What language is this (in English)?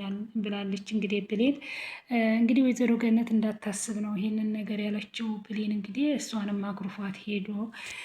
Amharic